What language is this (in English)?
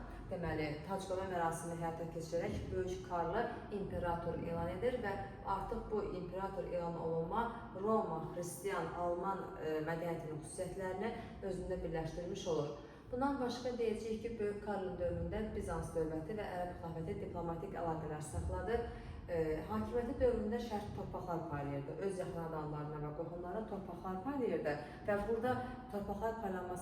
Azerbaijani